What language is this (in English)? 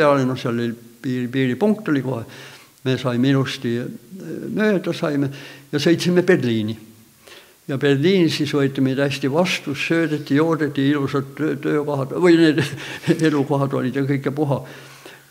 Estonian